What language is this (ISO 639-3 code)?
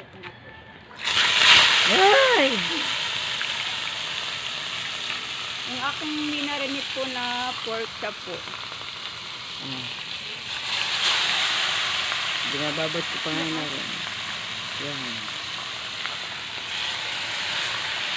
fil